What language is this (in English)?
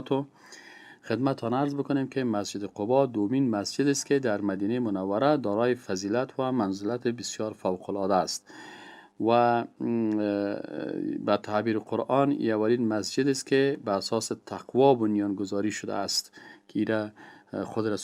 Persian